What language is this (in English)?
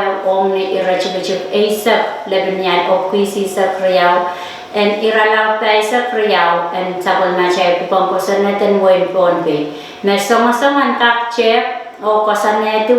Pohnpeian